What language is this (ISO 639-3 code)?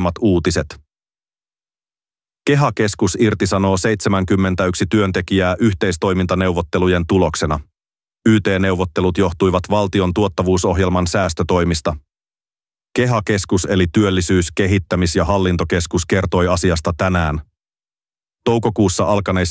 fin